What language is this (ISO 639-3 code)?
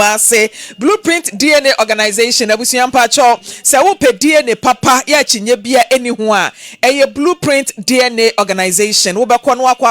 aka